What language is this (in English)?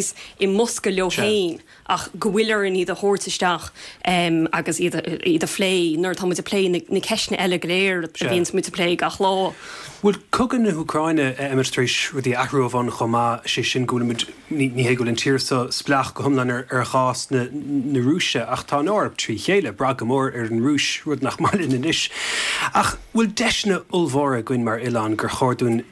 Irish